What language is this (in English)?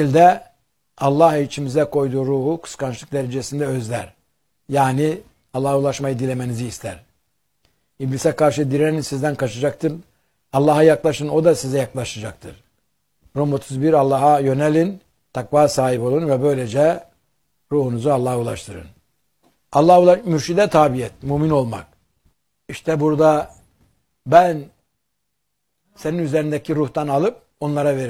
Turkish